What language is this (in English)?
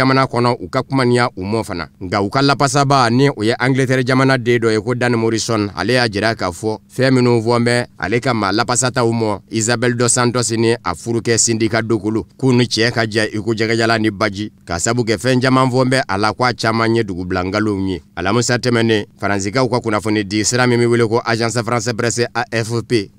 Bambara